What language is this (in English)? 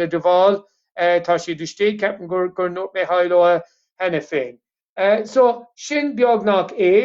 Irish